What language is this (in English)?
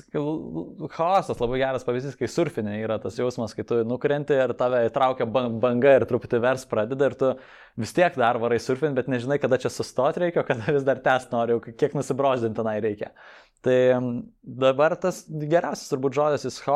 Lithuanian